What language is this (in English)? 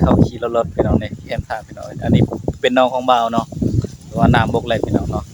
Northeastern Thai